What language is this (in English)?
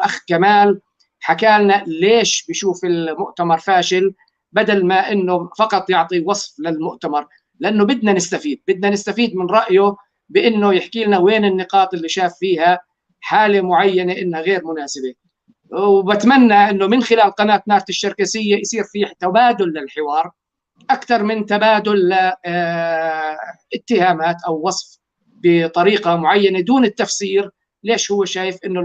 North Levantine Arabic